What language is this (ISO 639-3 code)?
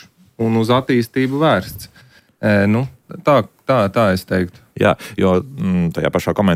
lav